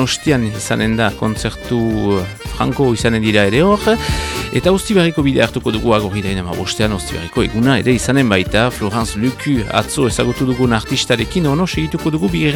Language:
Basque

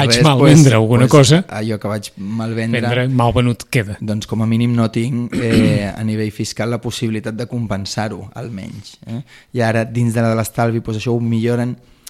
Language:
Catalan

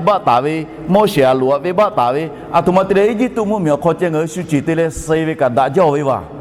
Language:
Lahu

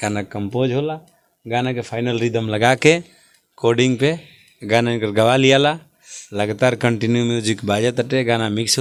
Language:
Bhojpuri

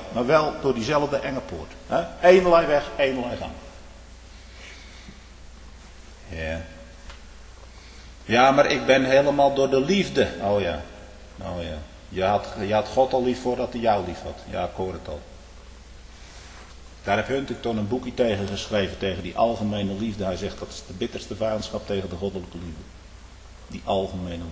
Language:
Dutch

